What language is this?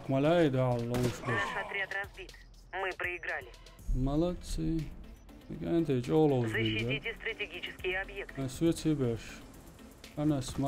Chechen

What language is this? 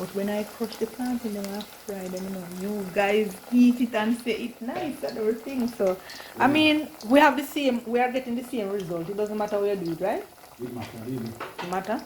Jamaican Creole English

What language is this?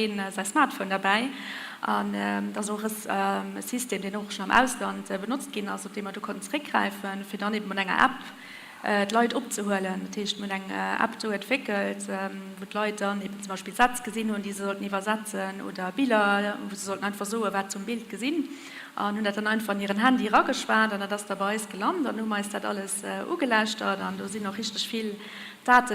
Luxembourgish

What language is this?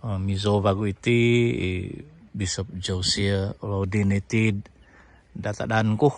Central Dusun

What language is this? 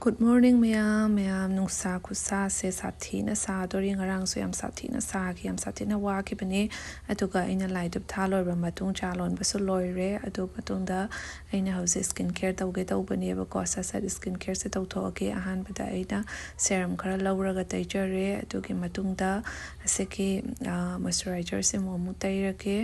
Manipuri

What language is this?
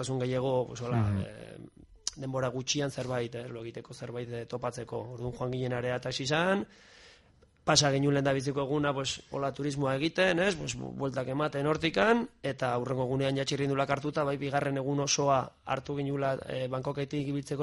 Basque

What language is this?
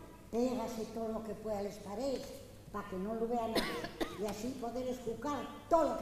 Asturian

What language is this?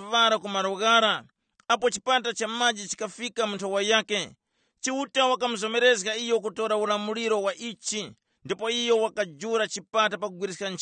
Tumbuka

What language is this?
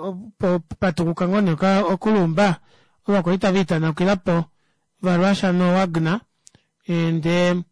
Kuanyama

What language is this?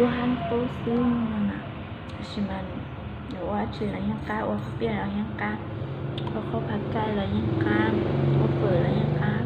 Hmong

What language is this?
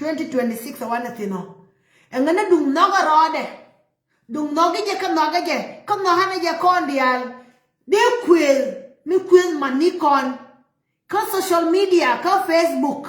Nuer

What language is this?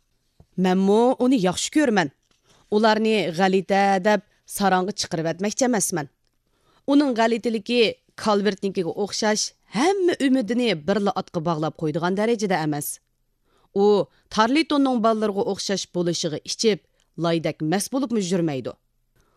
Uyghur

